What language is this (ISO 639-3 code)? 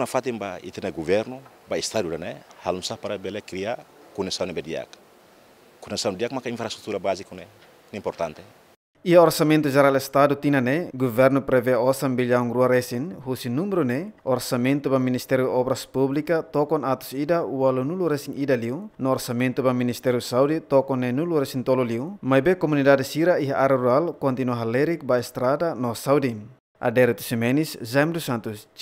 tet